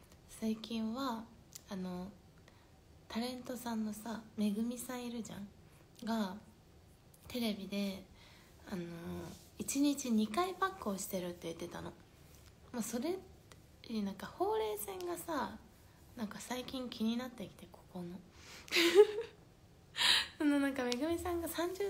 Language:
Japanese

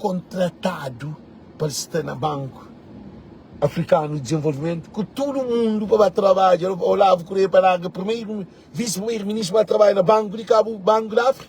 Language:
Kabuverdianu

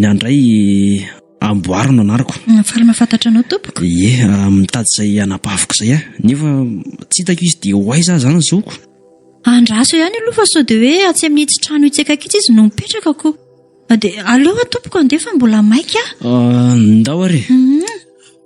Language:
Malagasy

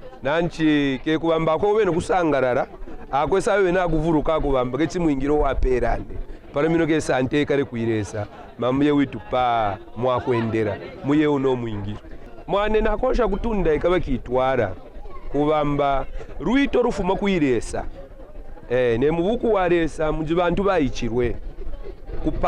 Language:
Kaonde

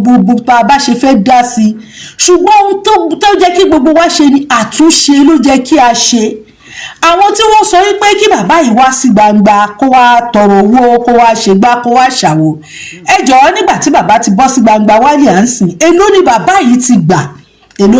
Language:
Yoruba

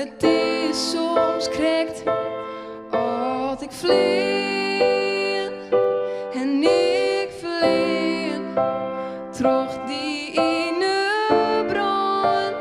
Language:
Western Frisian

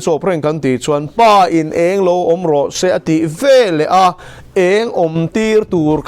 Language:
Mizo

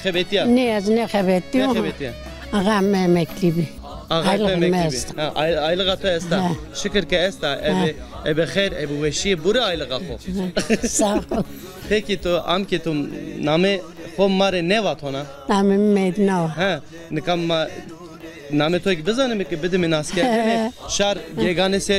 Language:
Zaza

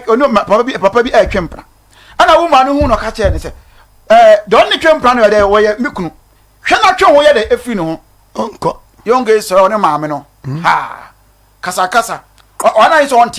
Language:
Akan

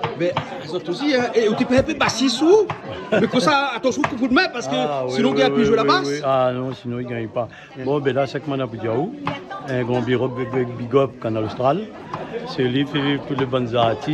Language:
Réunion Creole French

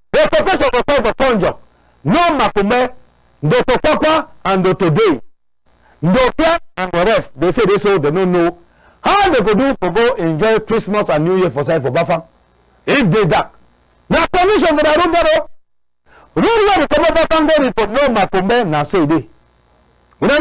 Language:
Cameroon Pidgin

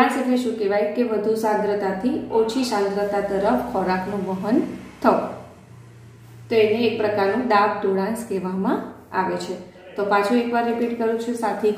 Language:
Gujarati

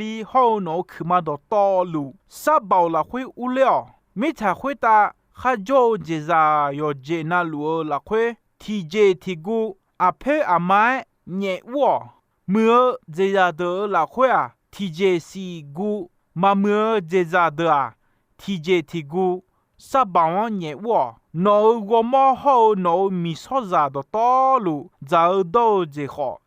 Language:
Akha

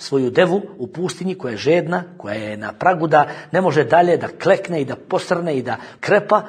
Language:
Bosnian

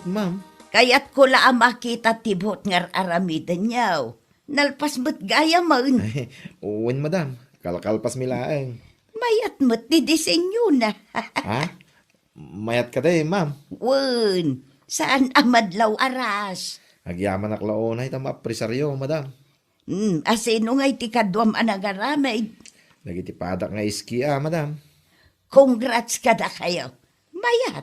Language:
Iloko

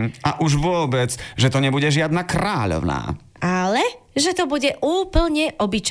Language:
Slovak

